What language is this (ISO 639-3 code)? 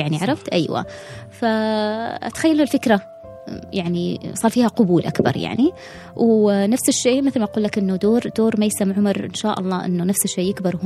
afb